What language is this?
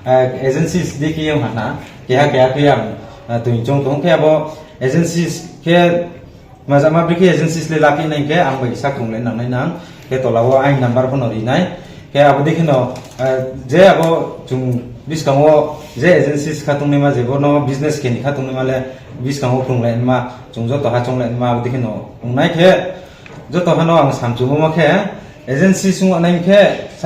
Riang (India)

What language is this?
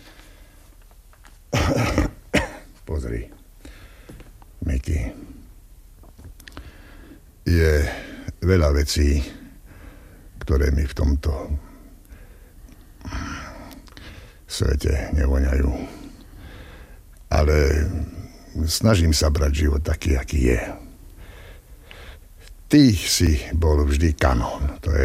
Slovak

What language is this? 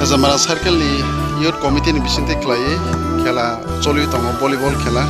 Kok Borok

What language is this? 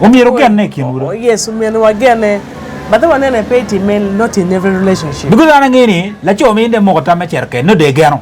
Acoli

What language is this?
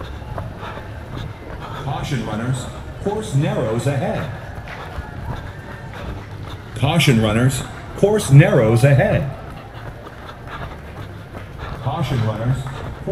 English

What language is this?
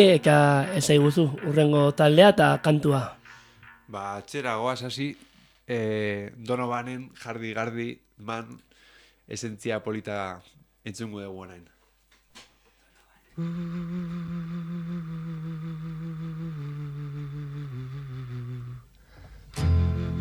Basque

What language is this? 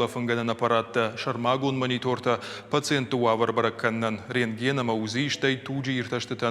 Ossetic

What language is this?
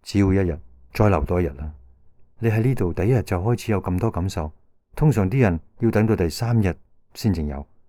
Cantonese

